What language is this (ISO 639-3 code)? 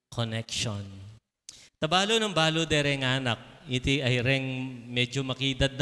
pam